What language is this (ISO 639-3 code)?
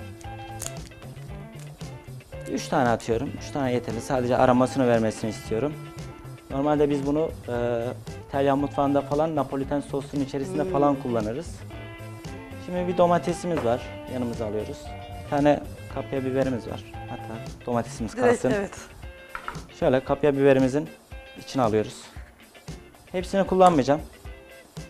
tur